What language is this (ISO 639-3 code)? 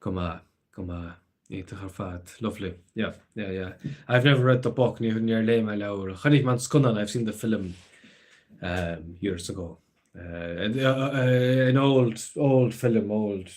gle